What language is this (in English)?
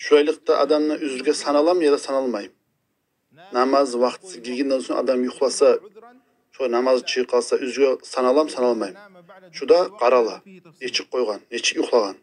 Kumyk